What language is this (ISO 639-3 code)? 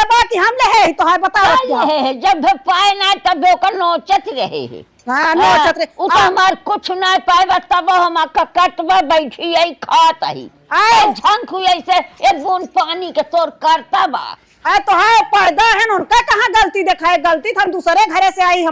awa